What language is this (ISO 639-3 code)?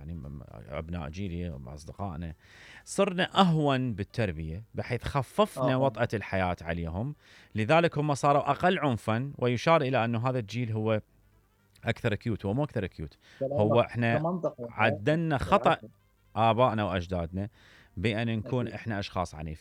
acm